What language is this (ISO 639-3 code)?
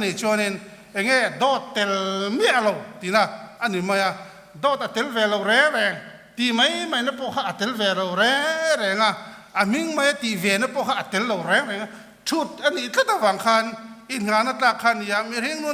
lus